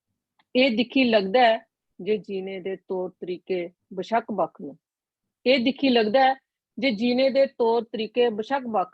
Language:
Dogri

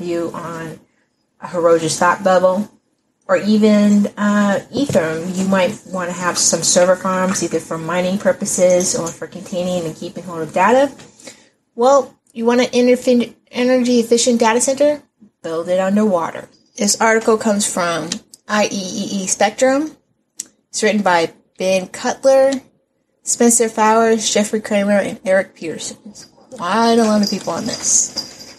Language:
English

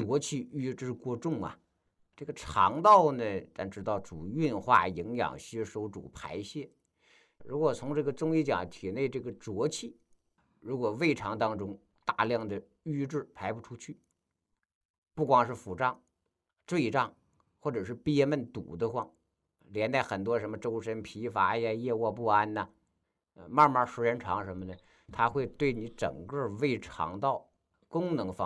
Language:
Chinese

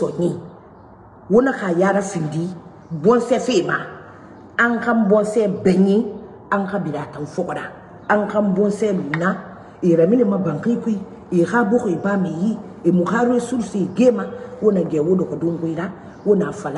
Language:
Mandingo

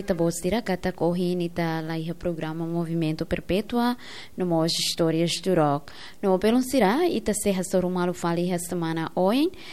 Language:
Tetum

